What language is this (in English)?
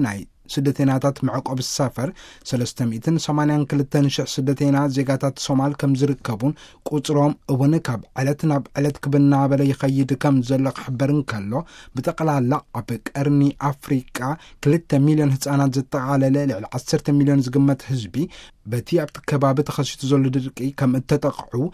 Tigrinya